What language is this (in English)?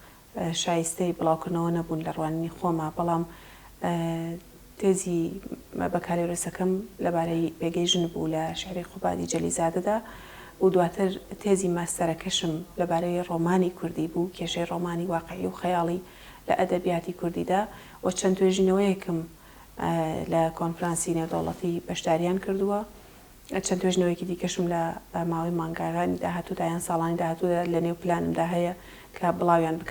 Central Kurdish